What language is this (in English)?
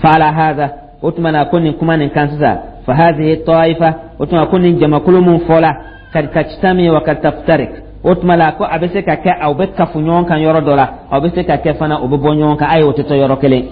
Dyula